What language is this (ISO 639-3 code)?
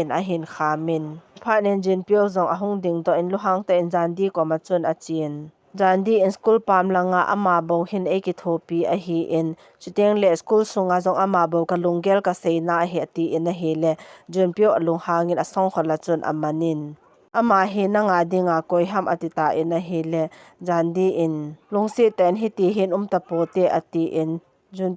tcz